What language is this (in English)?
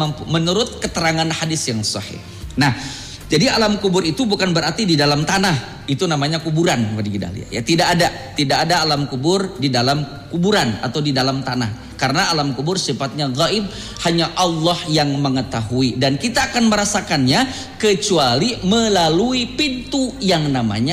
Indonesian